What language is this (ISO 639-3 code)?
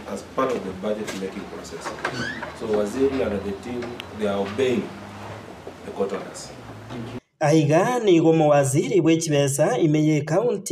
guz